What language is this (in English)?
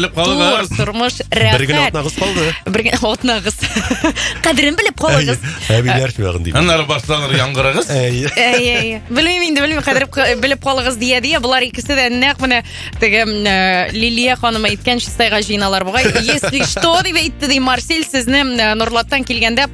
Tatar